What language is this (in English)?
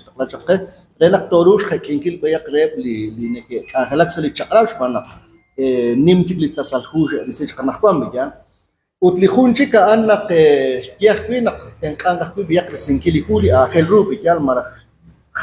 Kekchí